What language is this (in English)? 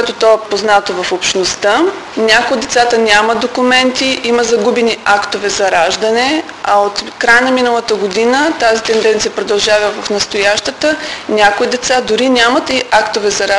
Bulgarian